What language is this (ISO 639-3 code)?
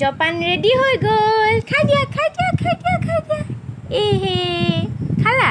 asm